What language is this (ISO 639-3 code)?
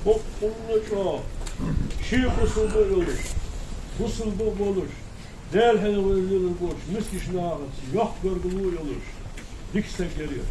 inh